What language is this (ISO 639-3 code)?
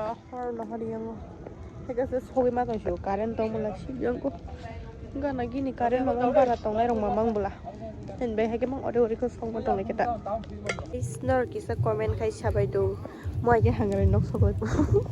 trp